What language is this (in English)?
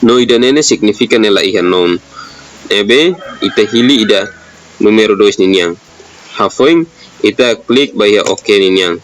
Tetum